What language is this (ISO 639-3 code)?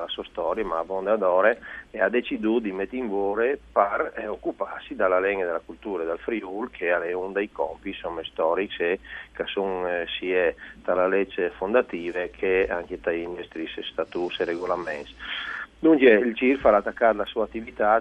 fur